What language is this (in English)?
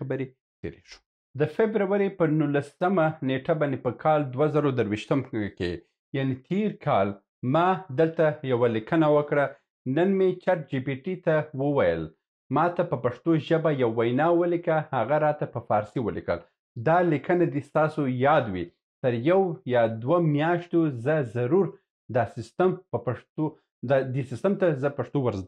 Pashto